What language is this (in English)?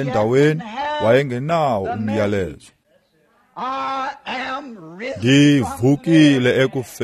Xhosa